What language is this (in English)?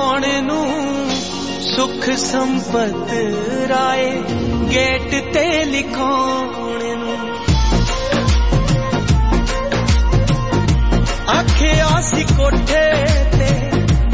Punjabi